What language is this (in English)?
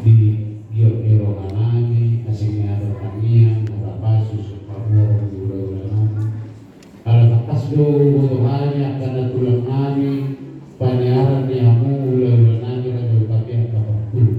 Batak Toba